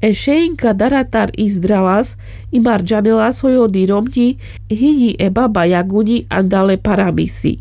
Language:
Carpathian Romani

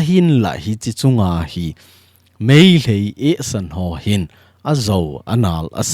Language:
Thado Chin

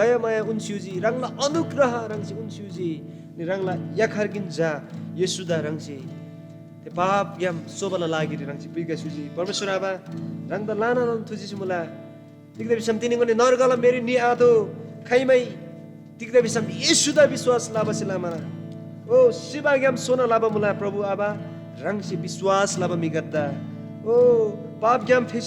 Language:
Eastern Tamang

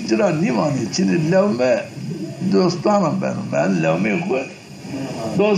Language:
Zaza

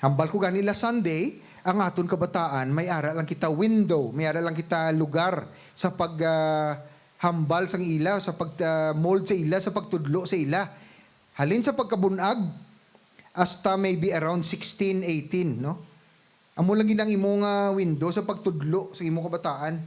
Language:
Hiligaynon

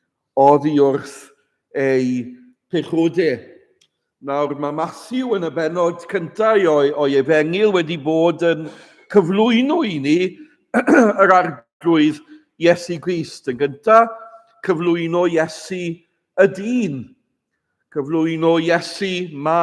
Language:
Welsh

